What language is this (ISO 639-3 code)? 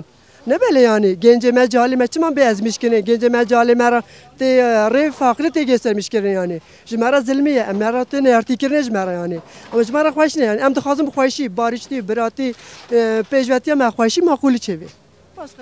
kur